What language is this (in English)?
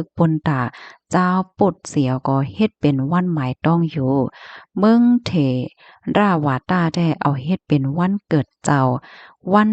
Shan